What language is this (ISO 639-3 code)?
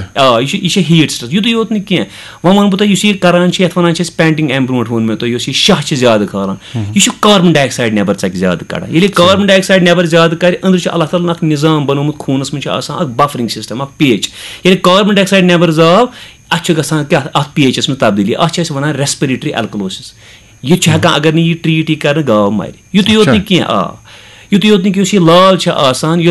kas